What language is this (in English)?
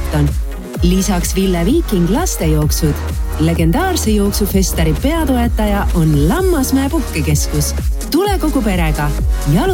Estonian